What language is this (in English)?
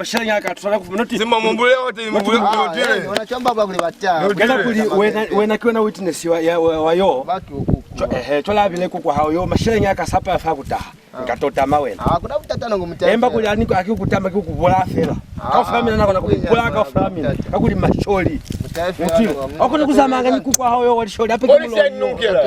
Lozi